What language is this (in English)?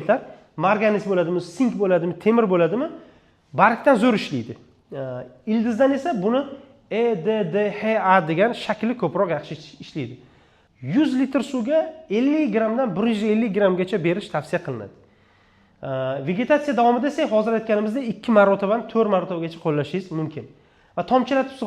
Uzbek